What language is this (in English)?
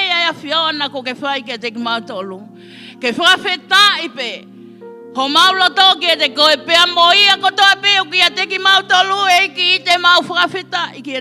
Tongan